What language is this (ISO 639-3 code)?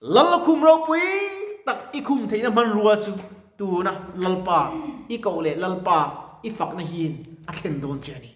lus